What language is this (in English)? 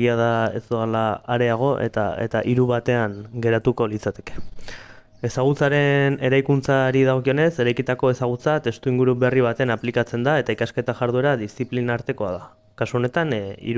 Basque